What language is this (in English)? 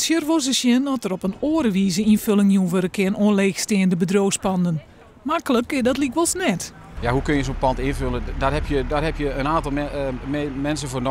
Western Frisian